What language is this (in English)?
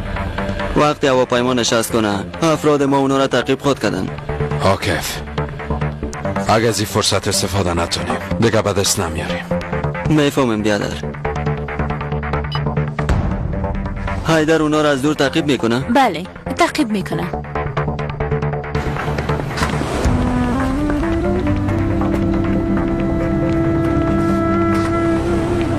Persian